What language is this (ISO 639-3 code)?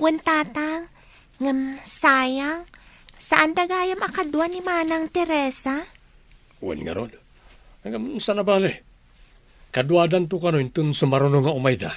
ilo